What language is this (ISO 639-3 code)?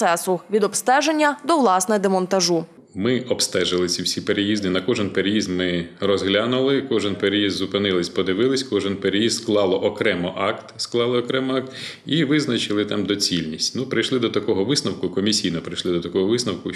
ukr